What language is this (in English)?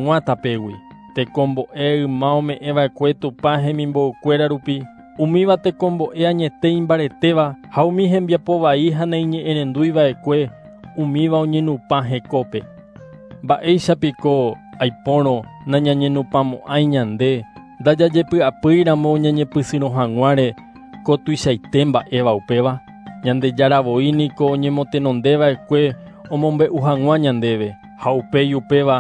Guarani